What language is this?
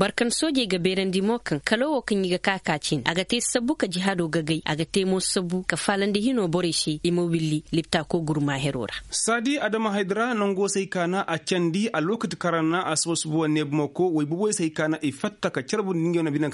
Koyraboro Senni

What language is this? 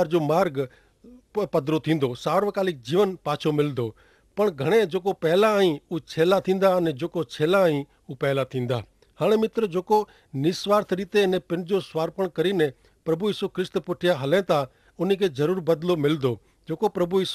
Kachhi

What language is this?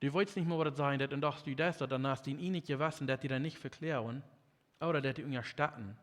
Plautdietsch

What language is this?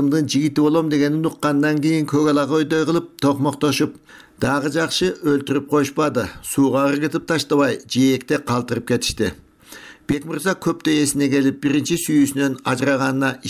Kyrgyz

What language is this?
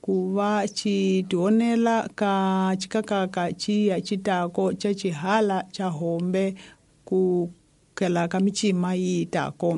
Tsonga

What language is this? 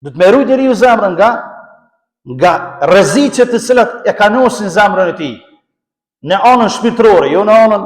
Albanian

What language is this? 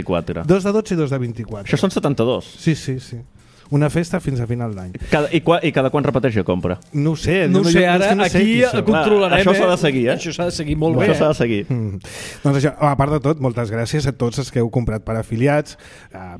Catalan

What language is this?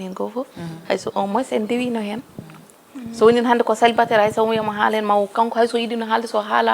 Fula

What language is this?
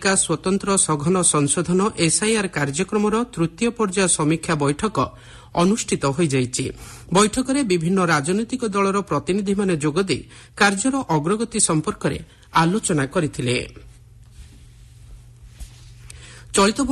Odia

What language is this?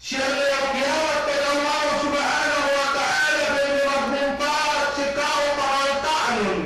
Yakan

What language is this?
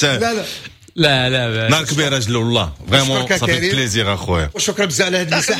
Moroccan Arabic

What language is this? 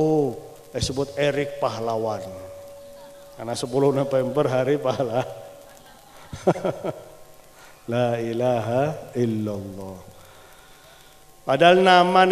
Indonesian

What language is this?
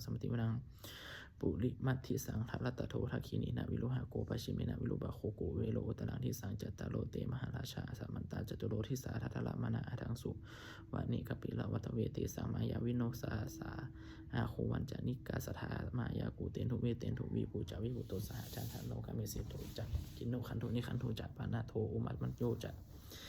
Pali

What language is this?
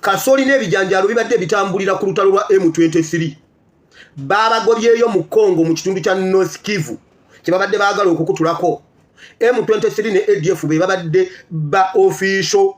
Ganda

